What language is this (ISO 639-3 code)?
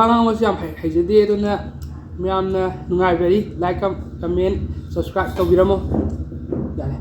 mni